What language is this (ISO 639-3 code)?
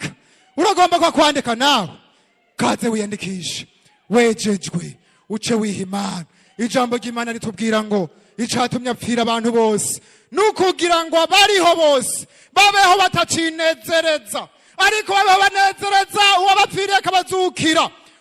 run